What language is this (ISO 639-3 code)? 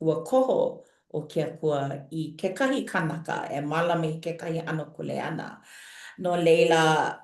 haw